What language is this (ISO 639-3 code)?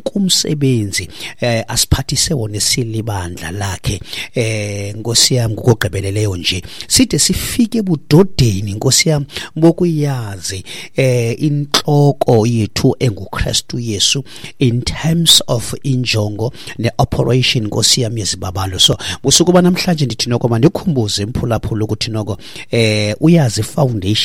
xho